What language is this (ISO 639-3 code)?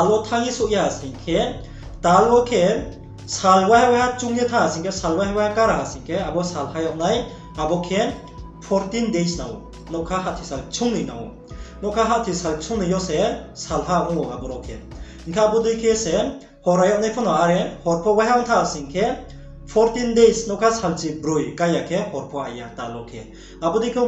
ria